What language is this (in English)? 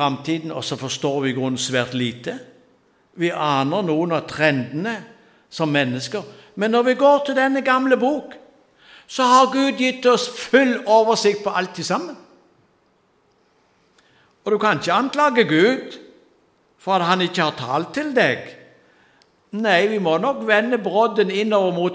Norwegian